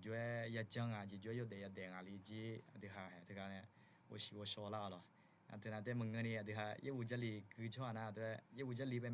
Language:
Akha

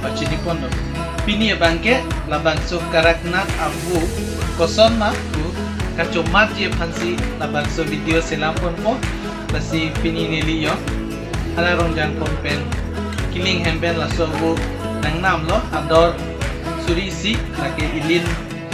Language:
Karbi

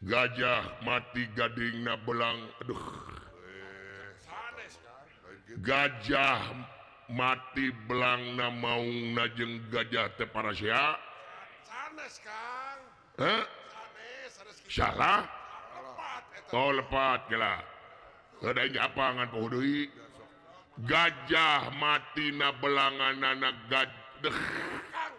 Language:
Sundanese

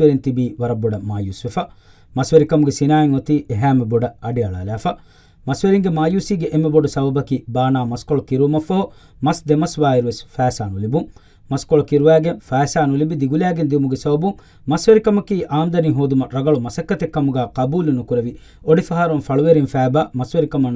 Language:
Divehi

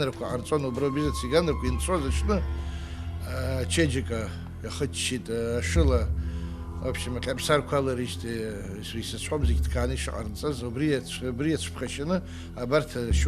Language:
Abkhazian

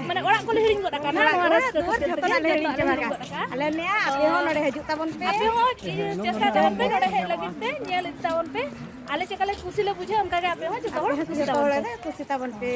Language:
Santali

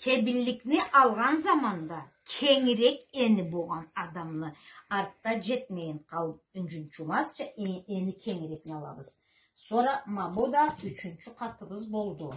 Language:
Karachay-Balkar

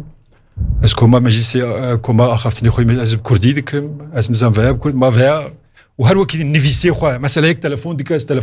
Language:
Kurdish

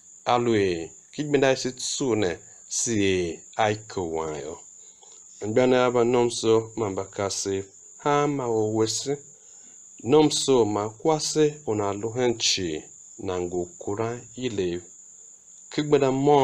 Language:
Tiv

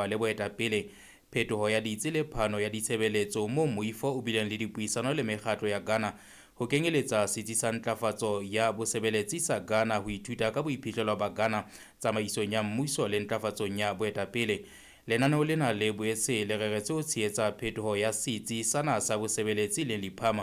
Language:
Southern Sotho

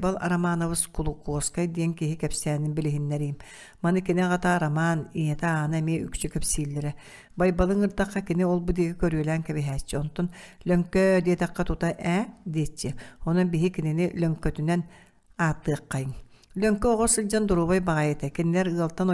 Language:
Yakut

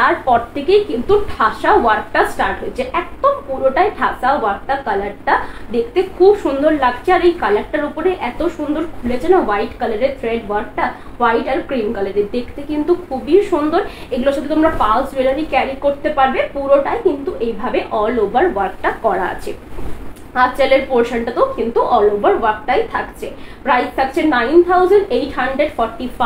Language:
Bangla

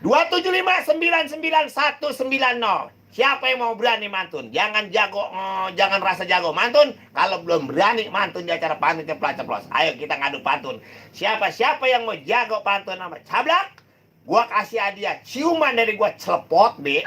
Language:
Betawi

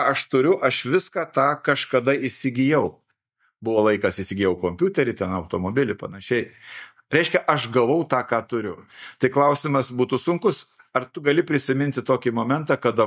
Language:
Lithuanian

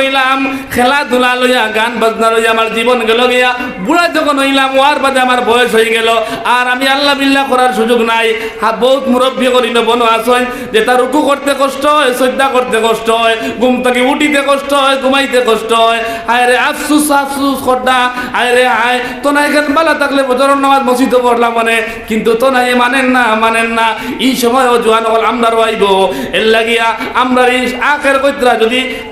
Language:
Sylheti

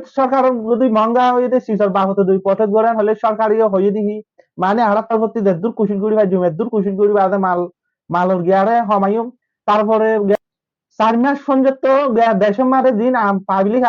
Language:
Rohingya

